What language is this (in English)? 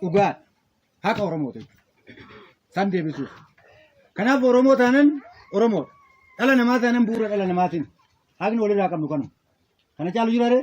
Oromo